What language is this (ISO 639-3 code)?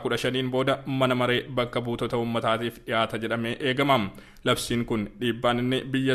orm